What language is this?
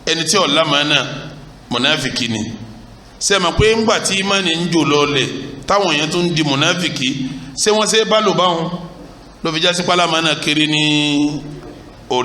Yoruba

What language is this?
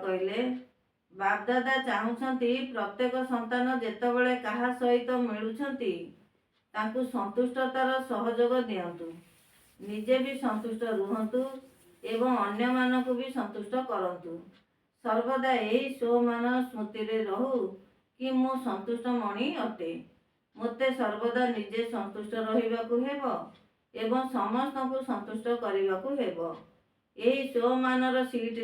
Odia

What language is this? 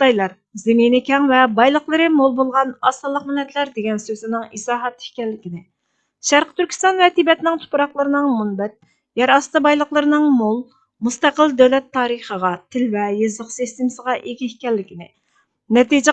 Uyghur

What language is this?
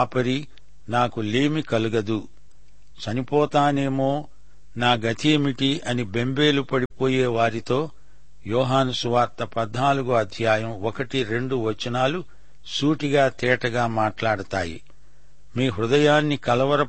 Telugu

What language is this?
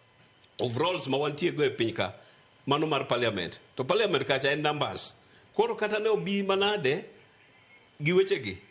Luo (Kenya and Tanzania)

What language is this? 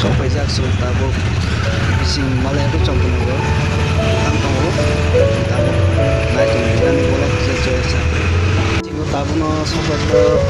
Kok Borok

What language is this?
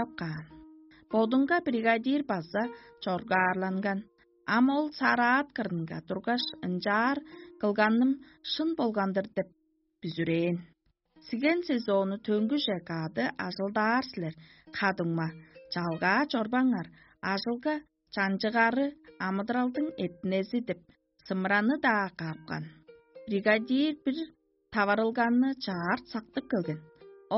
Tuvinian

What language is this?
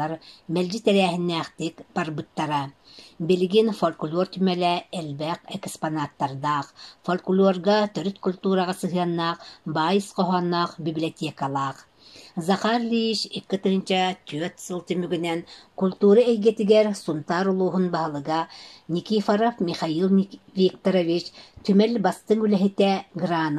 Yakut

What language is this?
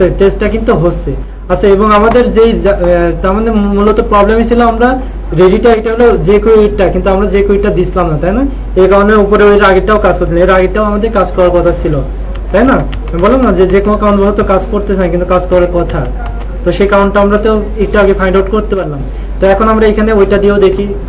Bangla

